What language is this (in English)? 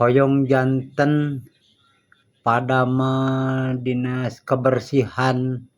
Sundanese